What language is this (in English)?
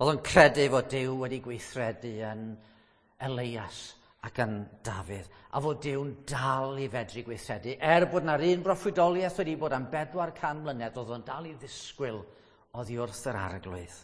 Welsh